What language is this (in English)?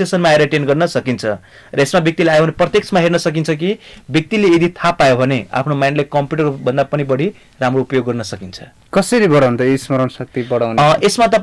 Nepali